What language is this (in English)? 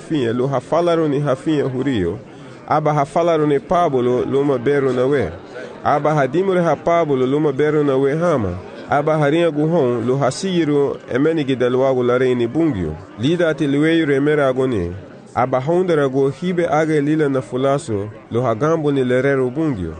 Garifuna